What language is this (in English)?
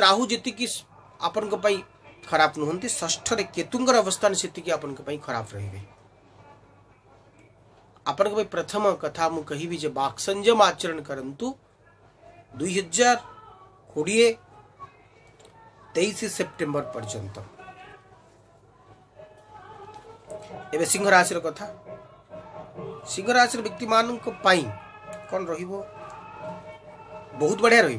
Odia